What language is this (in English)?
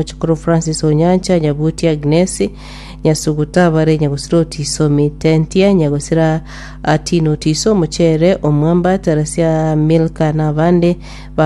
Gusii